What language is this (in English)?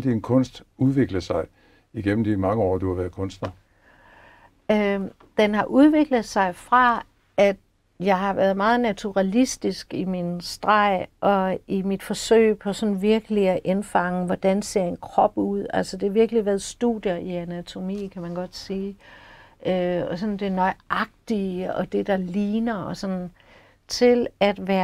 Danish